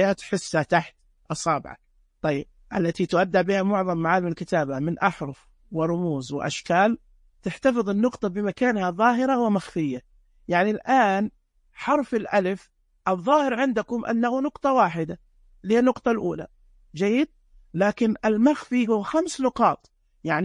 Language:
Najdi Arabic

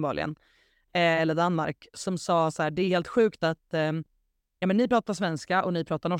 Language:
Swedish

